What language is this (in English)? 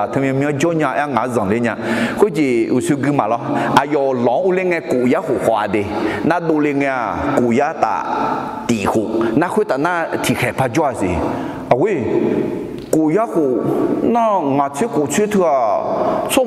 Akha